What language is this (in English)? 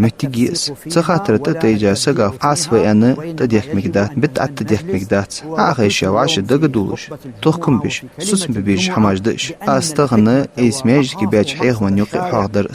Ingush